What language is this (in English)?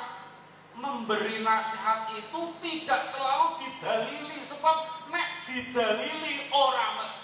Javanese